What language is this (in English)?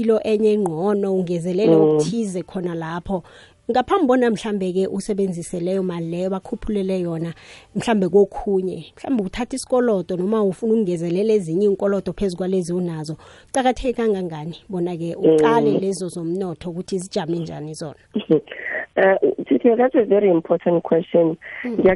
South Ndebele